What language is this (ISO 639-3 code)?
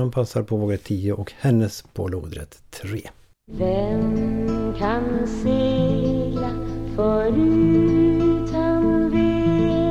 swe